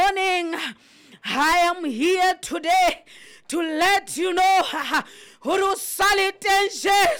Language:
Southern Sotho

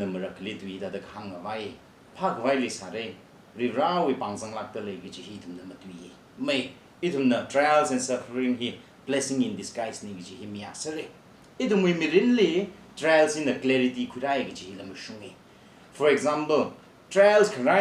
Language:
Tangkhul Naga (India)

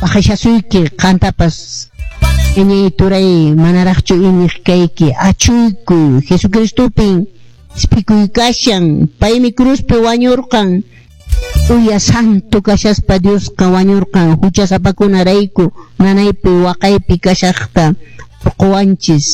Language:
Quechua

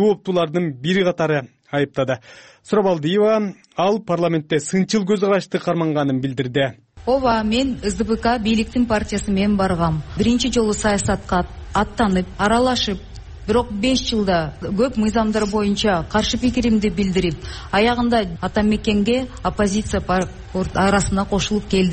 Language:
Kyrgyz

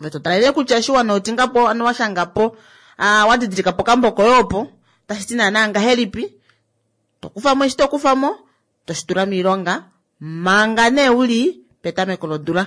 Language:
Kuanyama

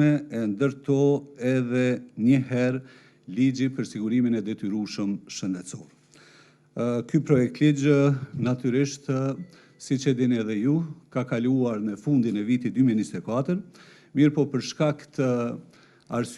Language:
Albanian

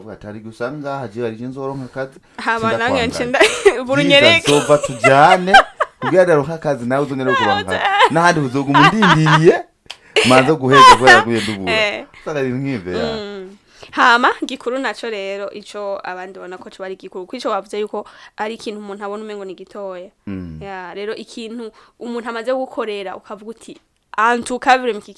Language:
Rundi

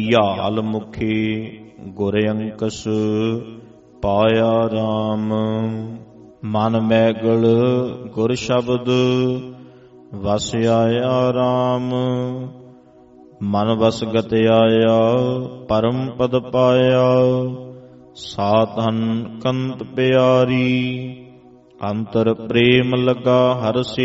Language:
Punjabi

